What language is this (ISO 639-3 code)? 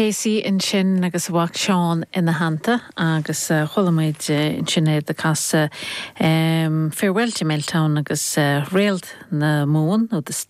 gle